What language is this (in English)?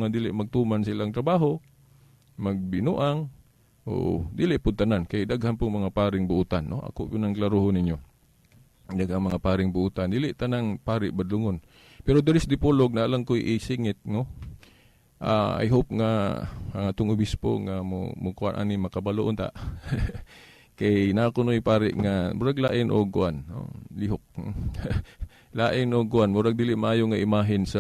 Cebuano